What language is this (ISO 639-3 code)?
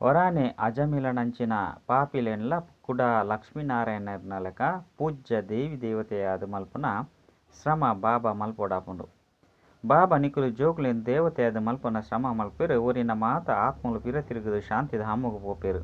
tcy